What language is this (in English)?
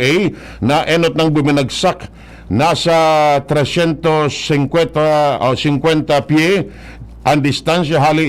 Bikol